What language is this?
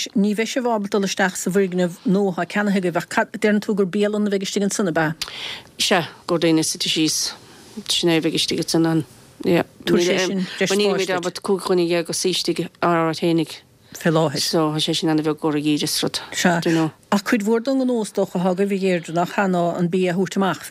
Irish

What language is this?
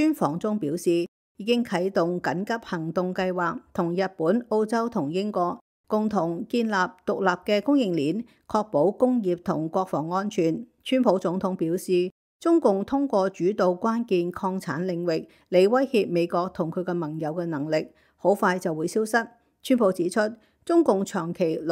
Cantonese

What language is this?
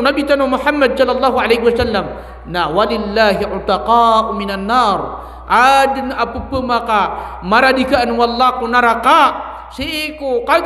Maranao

